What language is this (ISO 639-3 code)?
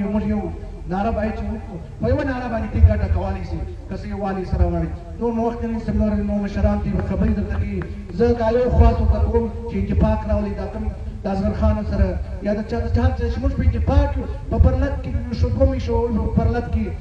pus